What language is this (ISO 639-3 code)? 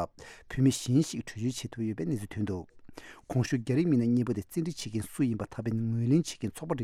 bod